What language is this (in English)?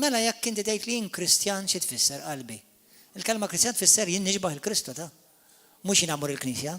Maltese